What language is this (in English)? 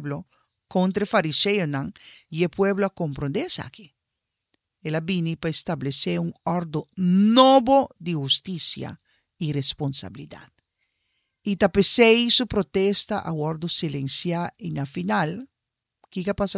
Papiamento